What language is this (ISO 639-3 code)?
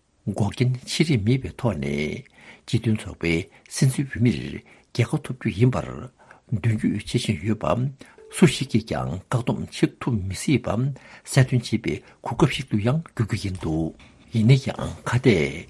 bod